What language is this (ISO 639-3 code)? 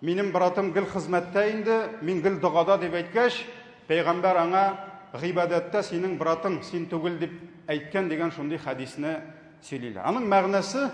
tat